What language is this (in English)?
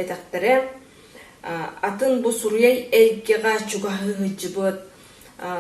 Yakut